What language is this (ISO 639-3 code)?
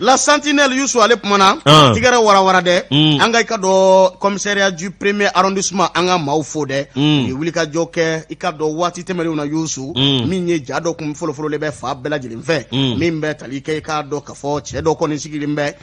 bam